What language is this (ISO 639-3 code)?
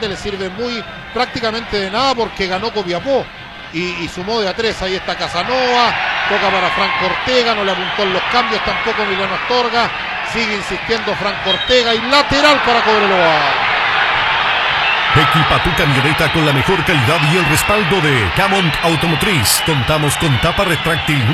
spa